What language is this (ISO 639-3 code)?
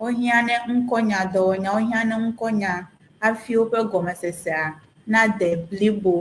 ewe